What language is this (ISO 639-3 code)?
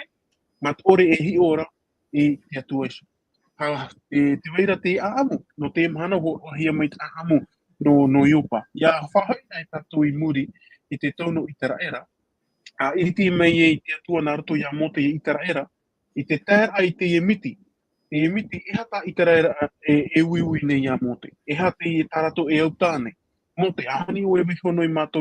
tah